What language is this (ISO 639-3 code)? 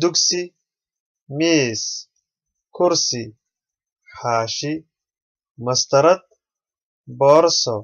som